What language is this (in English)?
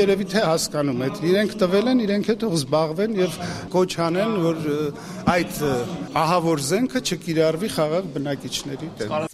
Armenian